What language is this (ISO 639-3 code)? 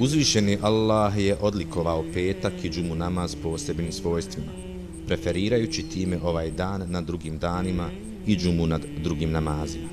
bos